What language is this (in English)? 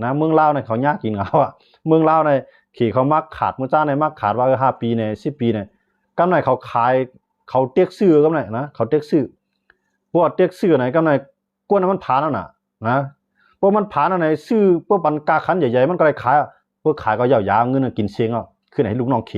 Shan